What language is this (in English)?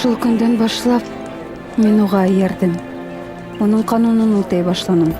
Bashkir